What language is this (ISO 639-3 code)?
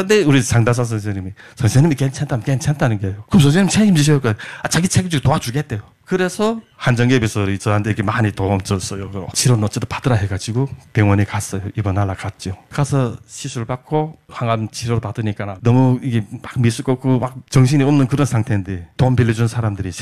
kor